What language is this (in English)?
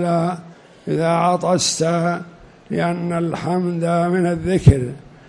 Arabic